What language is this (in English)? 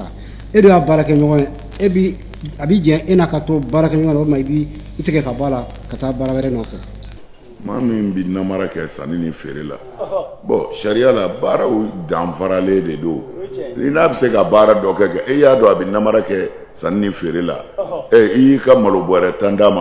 Bambara